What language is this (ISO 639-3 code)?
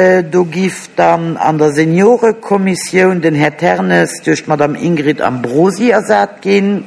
ltz